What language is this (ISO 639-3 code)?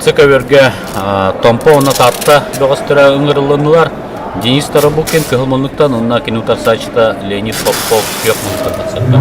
sah